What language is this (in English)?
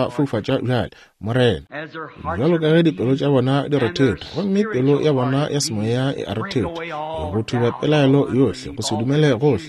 Northern Sotho